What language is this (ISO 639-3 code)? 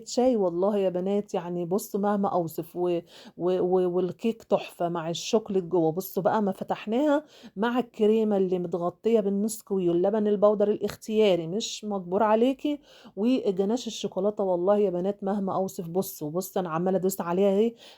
arz